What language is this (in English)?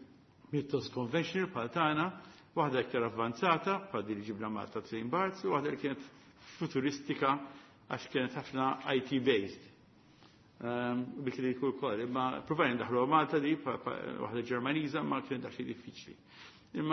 Maltese